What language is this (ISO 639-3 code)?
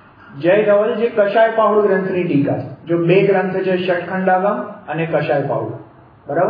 guj